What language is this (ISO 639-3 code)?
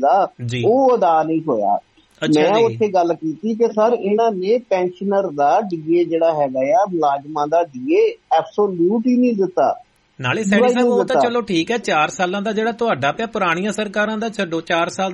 pan